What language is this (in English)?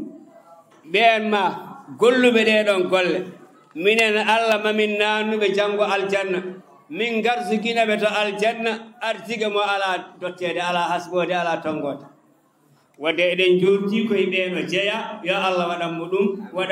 Fula